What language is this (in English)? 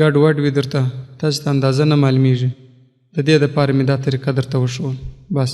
Pashto